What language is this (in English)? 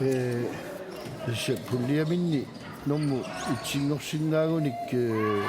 Kalaallisut